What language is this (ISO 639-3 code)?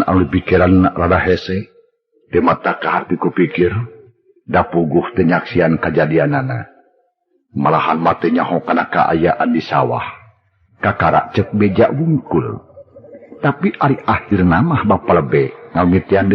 sun